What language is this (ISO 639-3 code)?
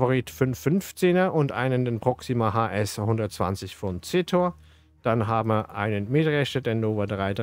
deu